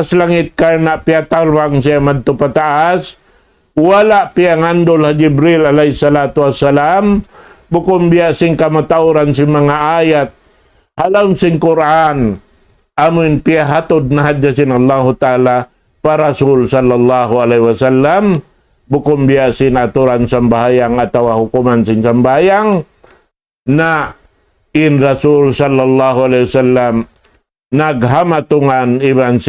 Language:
Tausug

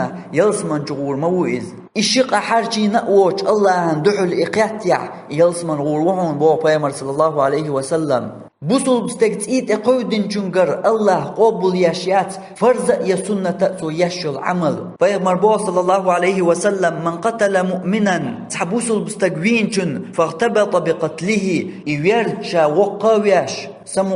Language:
Chechen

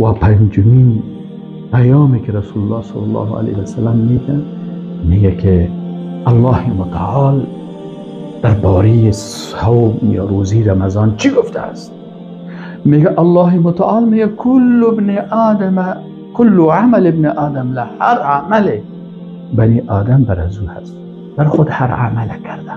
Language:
Persian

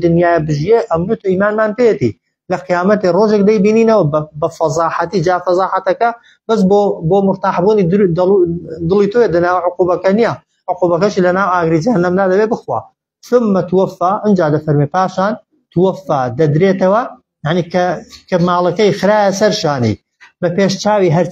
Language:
Central Kurdish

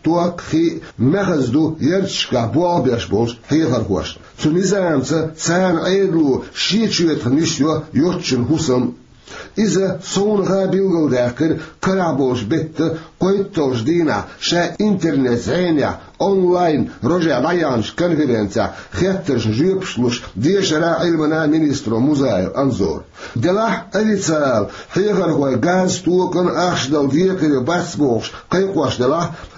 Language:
Chechen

